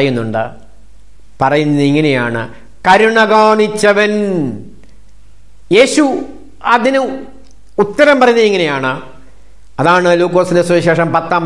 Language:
Malayalam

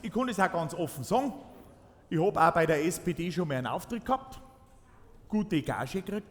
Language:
Bavarian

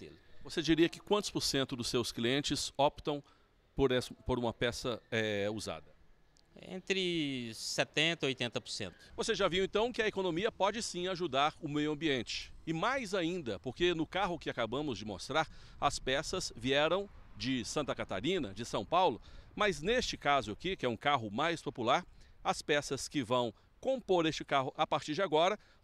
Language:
Portuguese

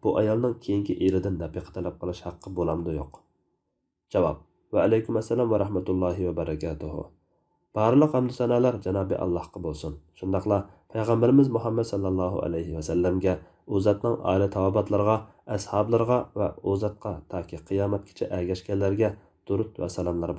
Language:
Uyghur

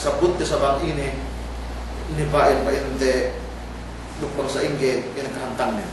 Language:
Yakan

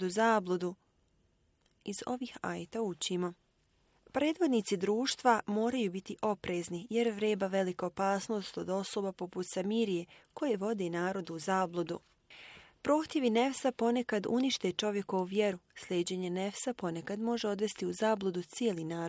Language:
Bosnian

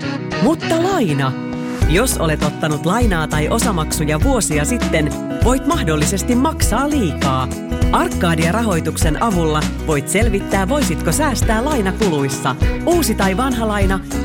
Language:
Finnish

